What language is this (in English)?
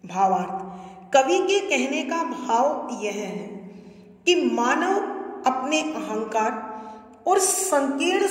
Hindi